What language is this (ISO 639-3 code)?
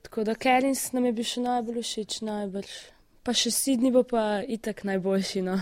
slv